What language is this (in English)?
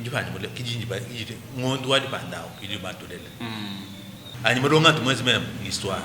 Luba-Lulua